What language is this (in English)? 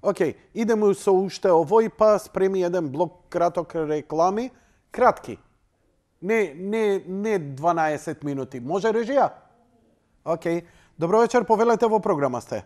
Macedonian